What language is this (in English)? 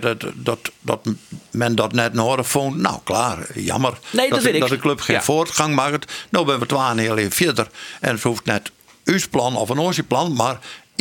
Western Frisian